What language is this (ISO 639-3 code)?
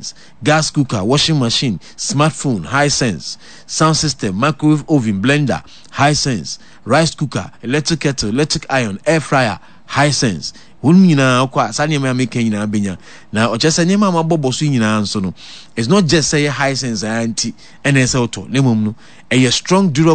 aka